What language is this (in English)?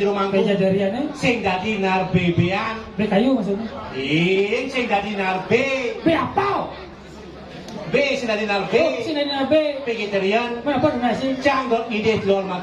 Balinese